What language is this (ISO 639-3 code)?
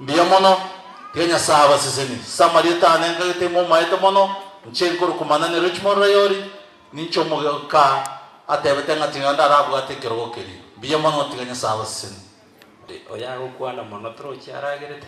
guz